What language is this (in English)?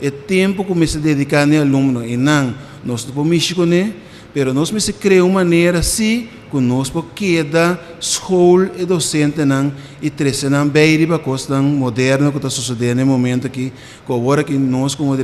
Papiamento